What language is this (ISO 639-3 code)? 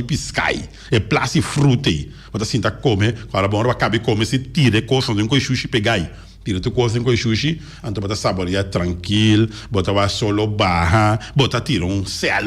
pap